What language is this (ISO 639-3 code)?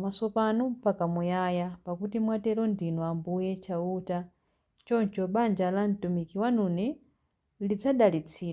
nya